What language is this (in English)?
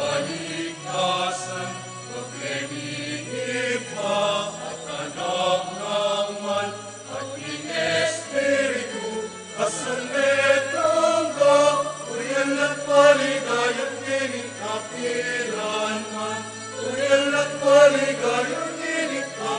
Pampanga